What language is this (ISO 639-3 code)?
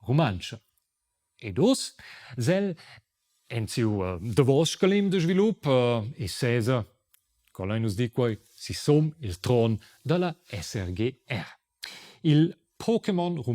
roh